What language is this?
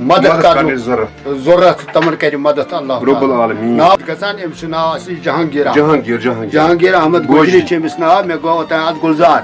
Kashmiri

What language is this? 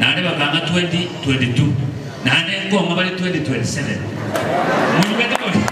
Gusii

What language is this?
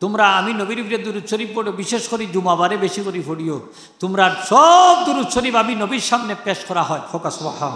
Sylheti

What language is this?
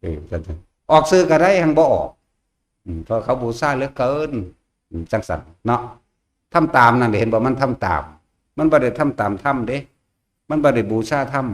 Northeastern Thai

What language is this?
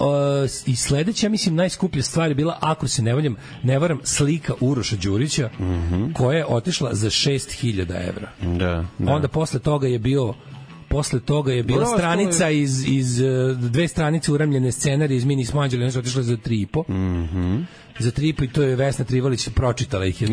Serbian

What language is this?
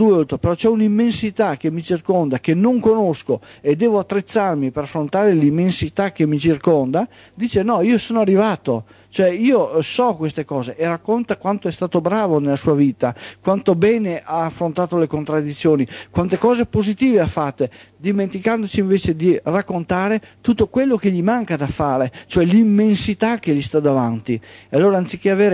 Italian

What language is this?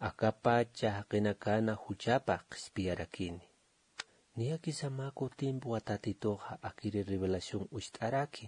Aymara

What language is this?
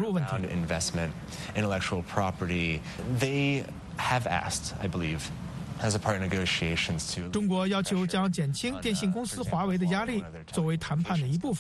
Chinese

